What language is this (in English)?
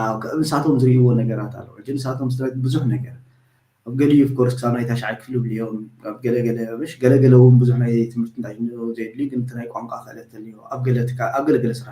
Tigrinya